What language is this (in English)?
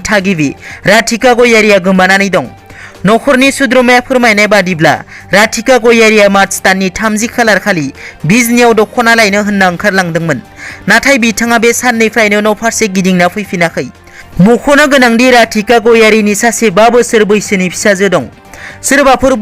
Bodo